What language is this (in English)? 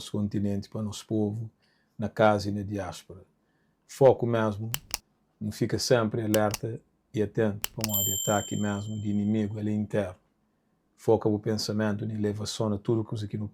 Kabuverdianu